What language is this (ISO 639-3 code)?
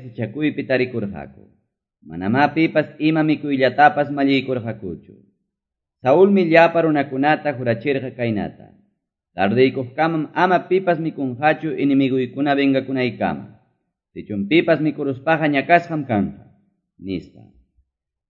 que